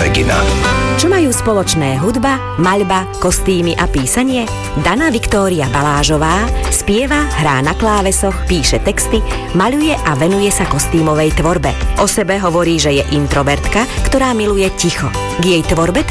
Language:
Slovak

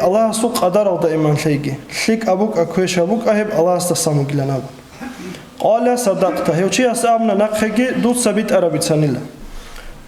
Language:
Avaric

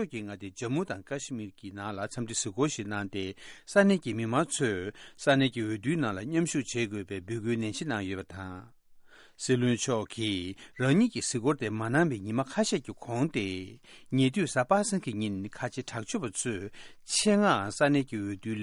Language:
Tibetan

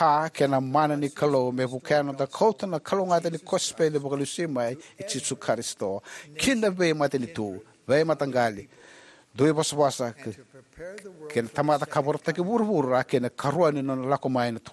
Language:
Fijian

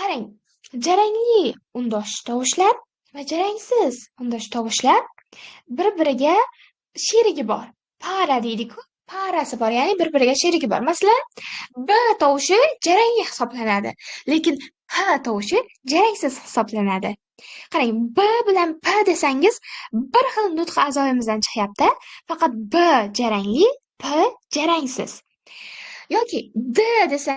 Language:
Uzbek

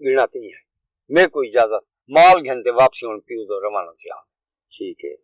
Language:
Saraiki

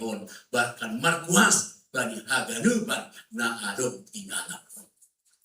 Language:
Batak Simalungun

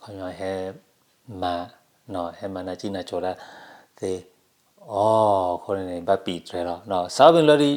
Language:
S'gaw Karen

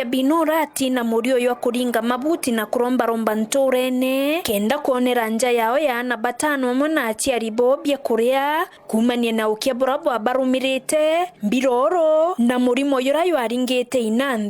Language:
Meru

